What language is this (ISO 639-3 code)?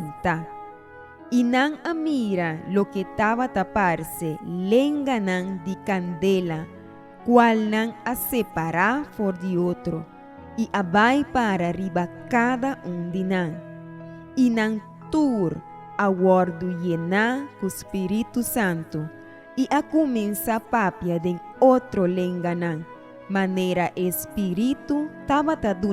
pap